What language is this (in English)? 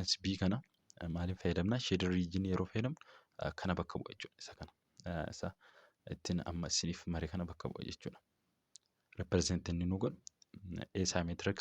Oromo